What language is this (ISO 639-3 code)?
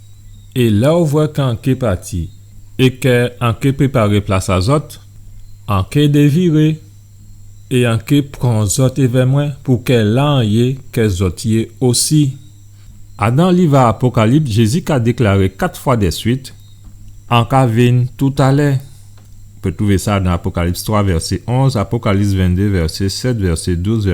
gcf